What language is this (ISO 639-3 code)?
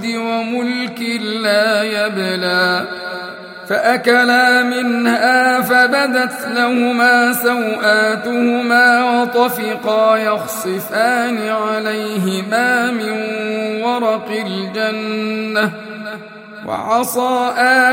ara